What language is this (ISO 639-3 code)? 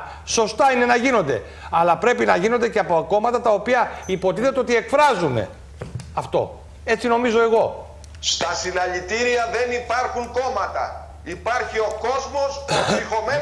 ell